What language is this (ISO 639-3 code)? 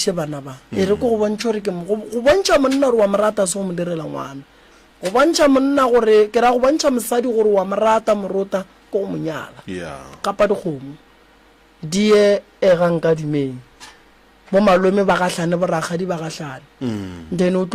nso